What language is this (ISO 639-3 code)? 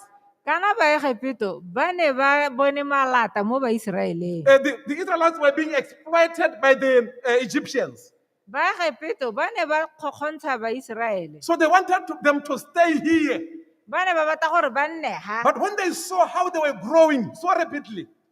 tsn